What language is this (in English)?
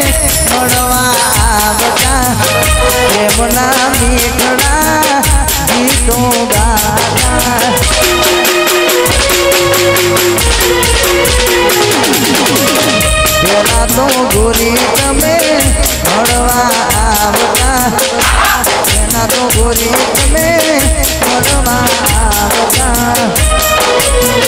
Gujarati